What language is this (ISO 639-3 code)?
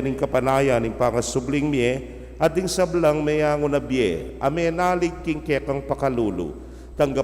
pam